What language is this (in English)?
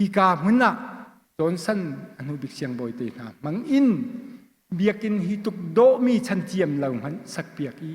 Hakha Chin